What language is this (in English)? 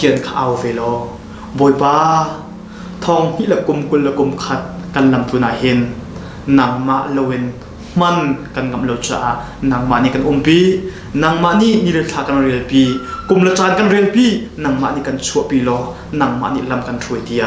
Hakha Chin